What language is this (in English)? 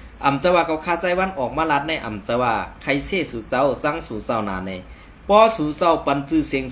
Shan